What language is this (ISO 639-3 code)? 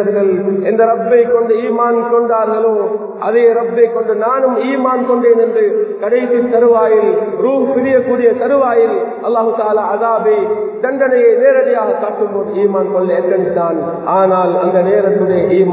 tam